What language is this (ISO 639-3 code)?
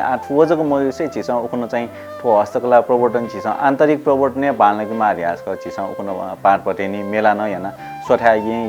new